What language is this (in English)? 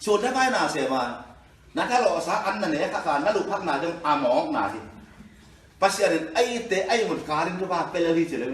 Tedim Chin